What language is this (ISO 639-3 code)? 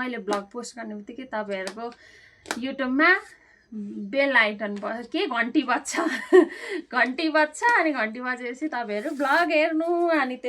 nep